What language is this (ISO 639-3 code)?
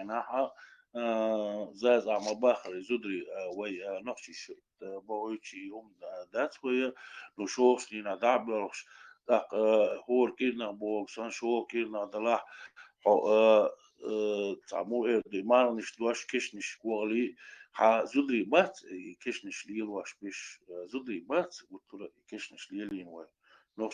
che